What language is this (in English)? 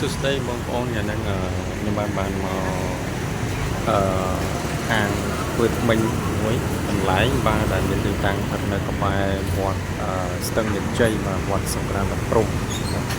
Khmer